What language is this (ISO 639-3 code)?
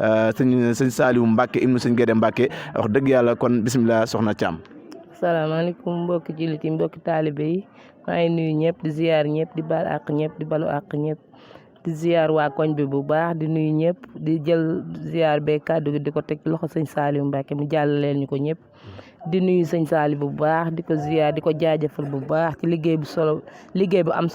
wol